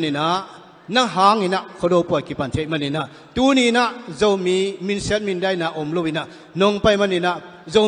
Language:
Tedim Chin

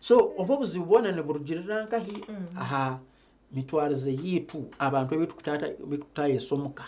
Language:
Nyankole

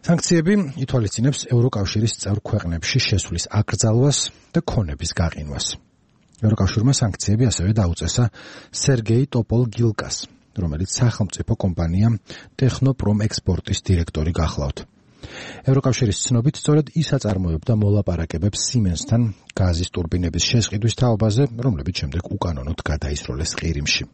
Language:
Georgian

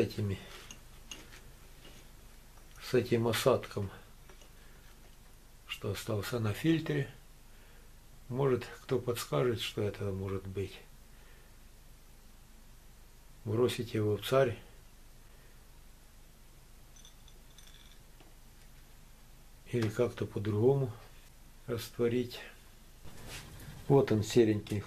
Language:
Russian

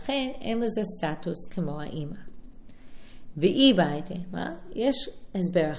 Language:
Hebrew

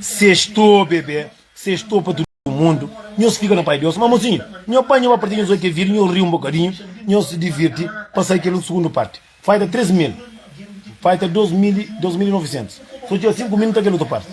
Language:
Kabuverdianu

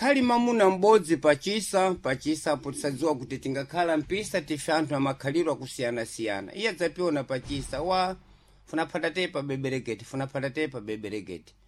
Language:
Sena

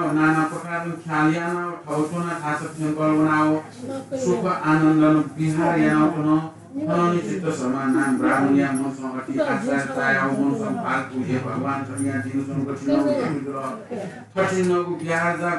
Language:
Newari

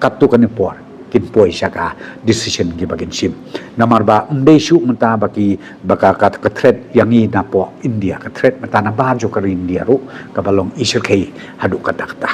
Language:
Khasi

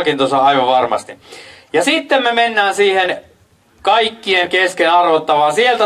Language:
Finnish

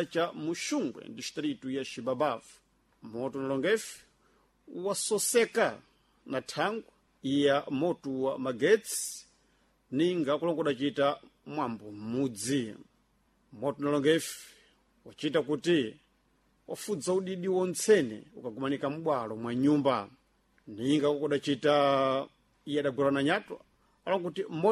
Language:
Sena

